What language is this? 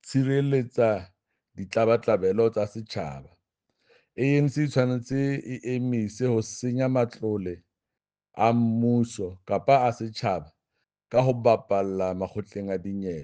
Southern Sotho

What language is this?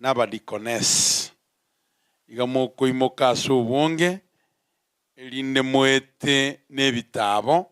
Gusii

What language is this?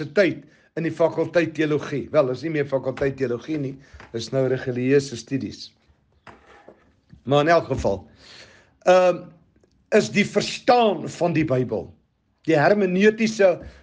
Afrikaans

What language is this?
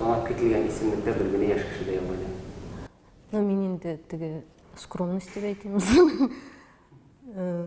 Tatar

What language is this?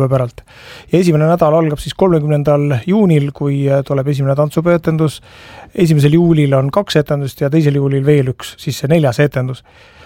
Estonian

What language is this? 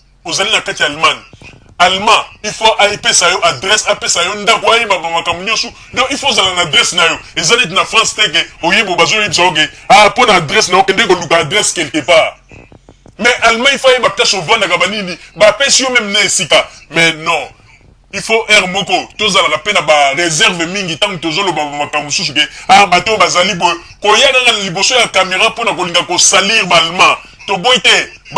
Lingala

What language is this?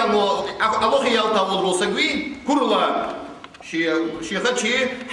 Ingush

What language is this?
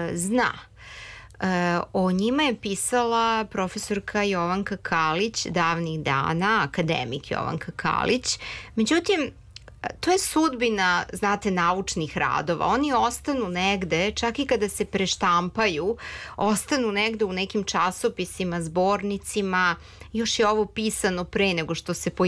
Serbian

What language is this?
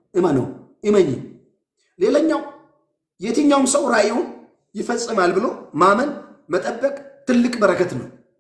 Amharic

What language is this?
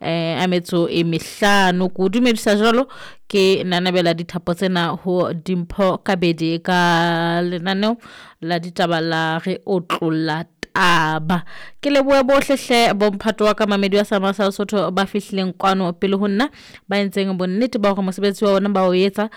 Southern Sotho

